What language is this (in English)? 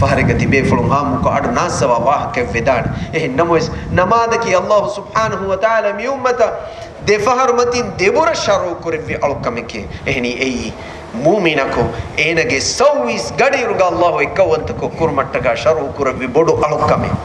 Divehi